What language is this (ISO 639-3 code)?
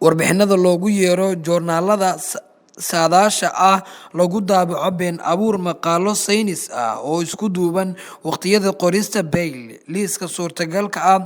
som